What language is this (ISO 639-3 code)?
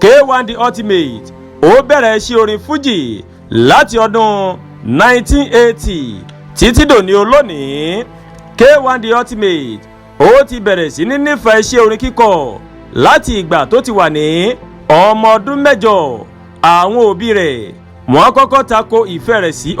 yor